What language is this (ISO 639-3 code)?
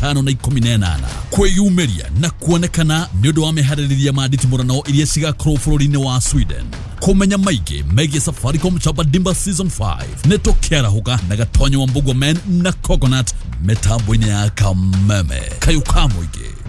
kik